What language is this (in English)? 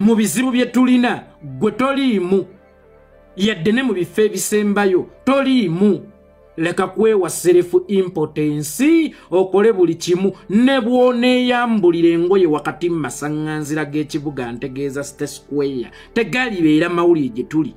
Ganda